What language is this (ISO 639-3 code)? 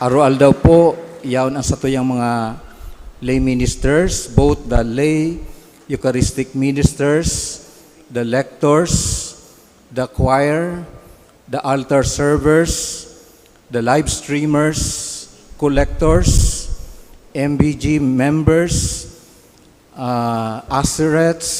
bik